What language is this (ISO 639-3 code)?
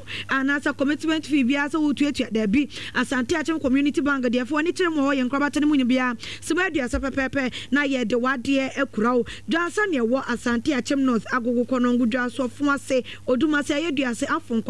aka